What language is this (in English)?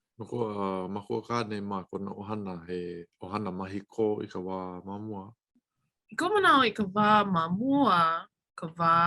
Hawaiian